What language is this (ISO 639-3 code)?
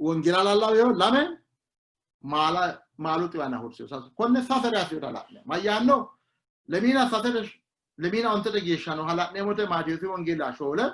sid